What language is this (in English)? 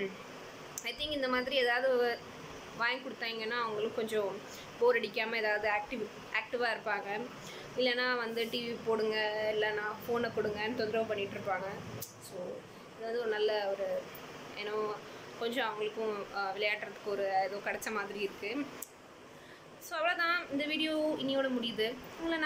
Tamil